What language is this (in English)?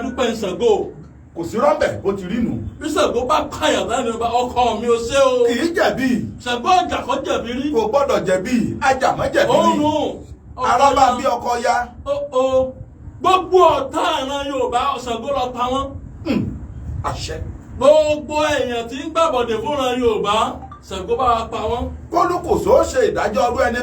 Yoruba